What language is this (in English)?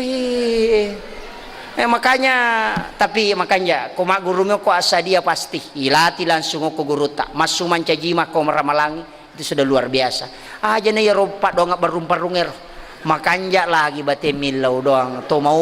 Buginese